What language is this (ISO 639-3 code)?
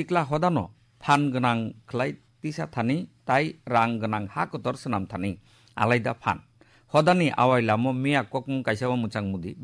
trp